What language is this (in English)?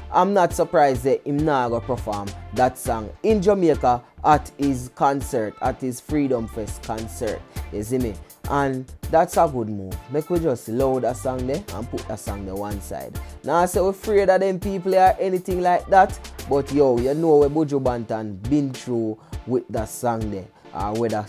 Jamaican Creole English